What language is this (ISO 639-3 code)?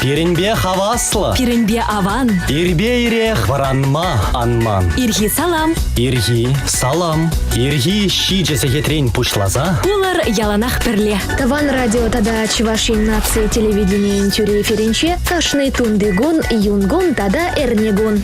chv